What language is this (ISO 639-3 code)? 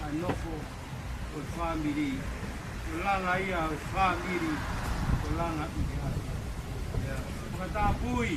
ton